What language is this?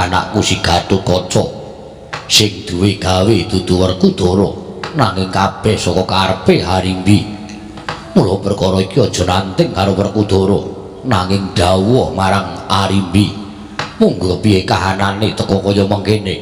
Javanese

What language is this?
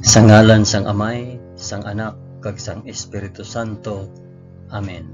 Hiligaynon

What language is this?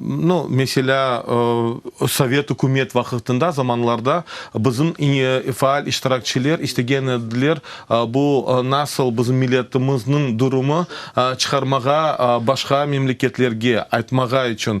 Crimean Tatar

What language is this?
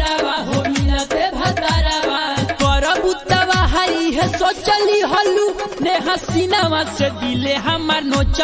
Bhojpuri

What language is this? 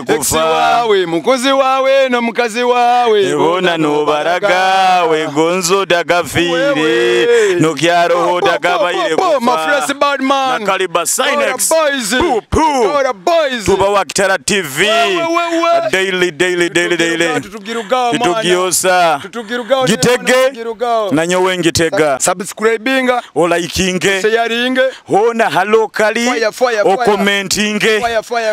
Nyoro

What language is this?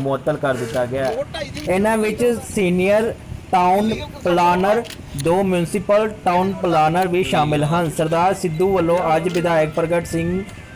Punjabi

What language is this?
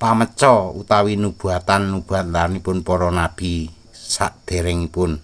Javanese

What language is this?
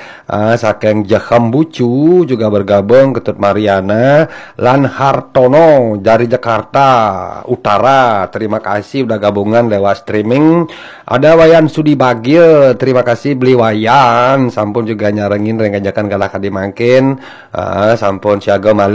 Balinese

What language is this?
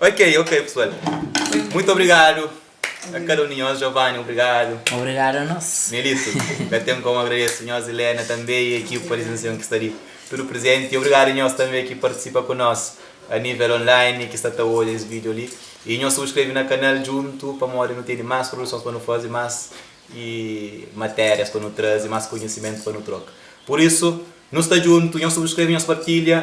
Kabuverdianu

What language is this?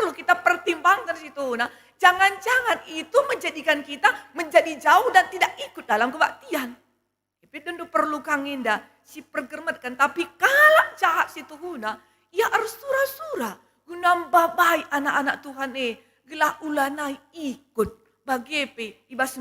Batak Karo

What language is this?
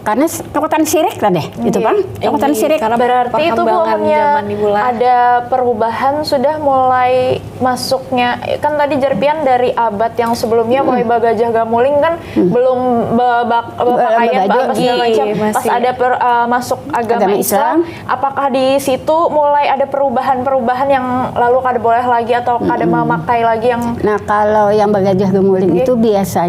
Banjar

